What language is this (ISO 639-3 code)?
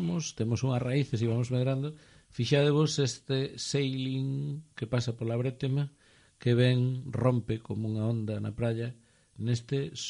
glg